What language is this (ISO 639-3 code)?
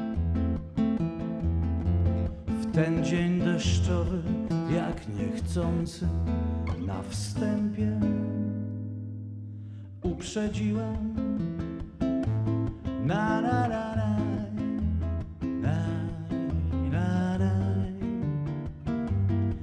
pol